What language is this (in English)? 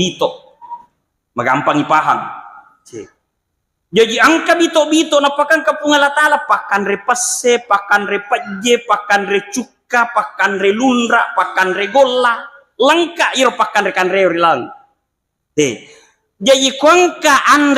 Buginese